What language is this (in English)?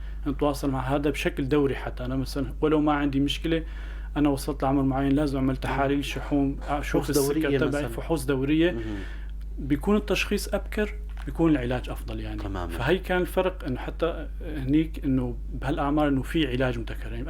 North Levantine Arabic